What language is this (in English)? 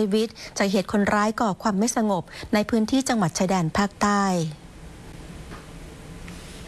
Thai